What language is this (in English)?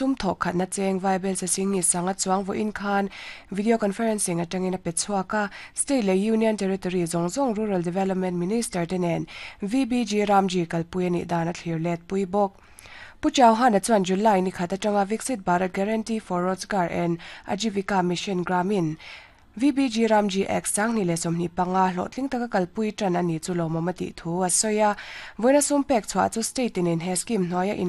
Mizo